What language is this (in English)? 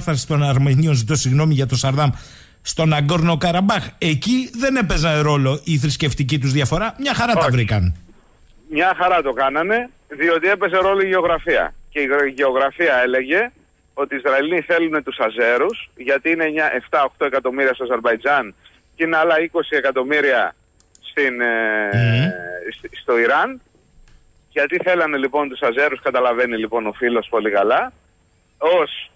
Greek